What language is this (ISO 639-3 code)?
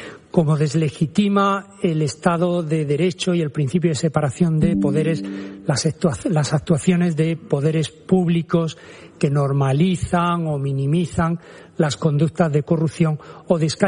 spa